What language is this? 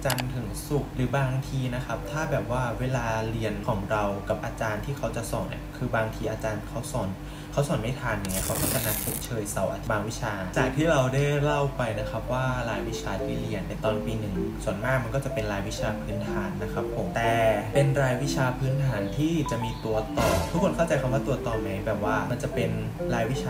Thai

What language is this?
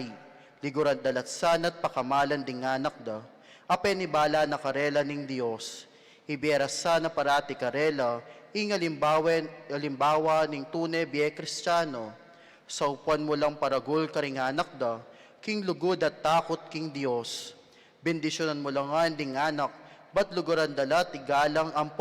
Pampanga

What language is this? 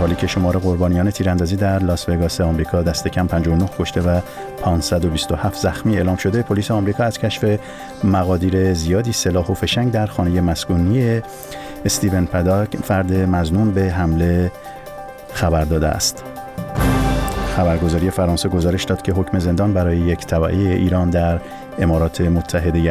Persian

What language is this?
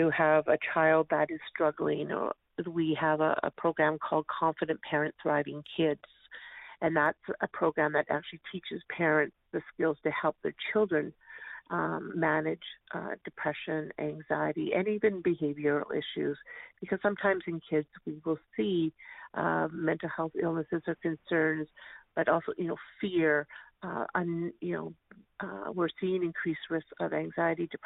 English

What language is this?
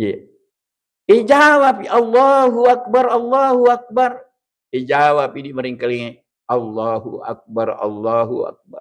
Buginese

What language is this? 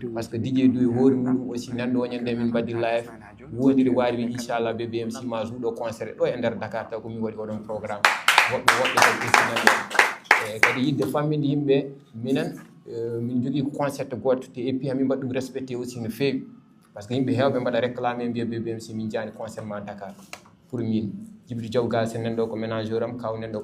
Fula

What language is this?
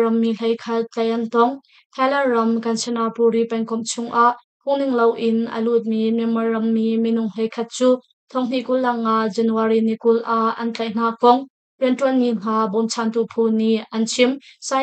Hakha Chin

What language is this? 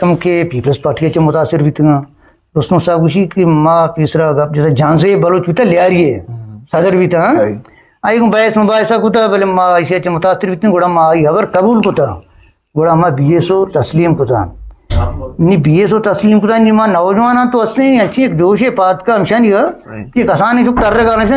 Eastern Balochi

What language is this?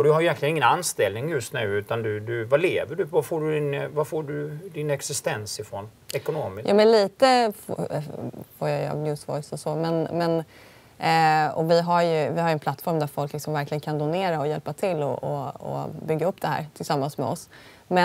Swedish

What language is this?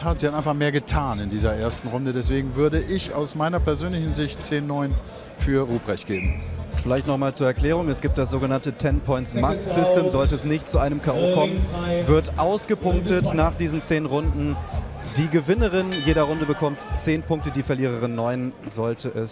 German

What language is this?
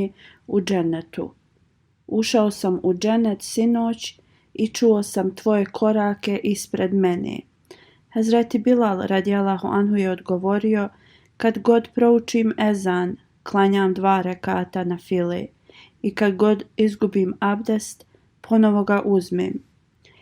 Bosnian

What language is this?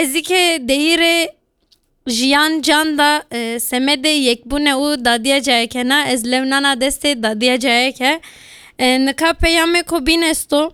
Kurdish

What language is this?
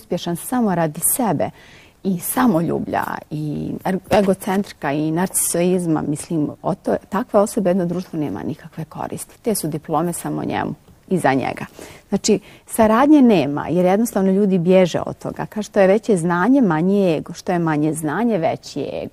Bosnian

